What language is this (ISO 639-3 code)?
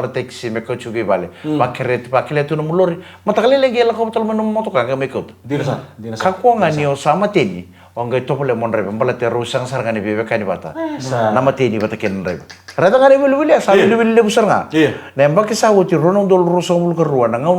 fij